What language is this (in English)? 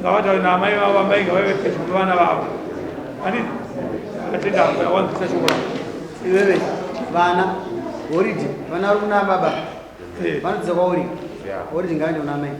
Shona